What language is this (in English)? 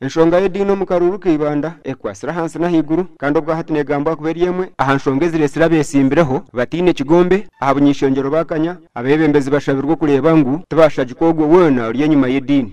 Nyankole